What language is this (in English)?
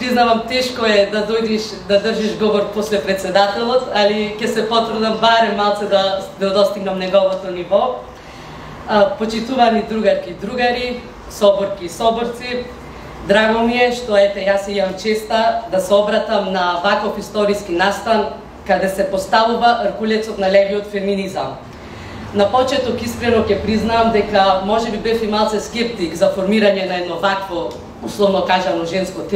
Macedonian